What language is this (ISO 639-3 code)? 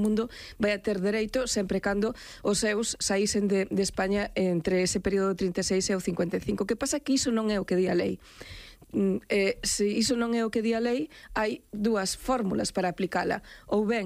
glg